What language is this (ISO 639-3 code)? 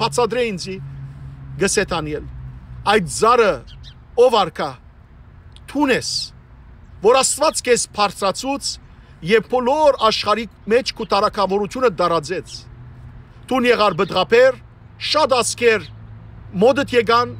hyw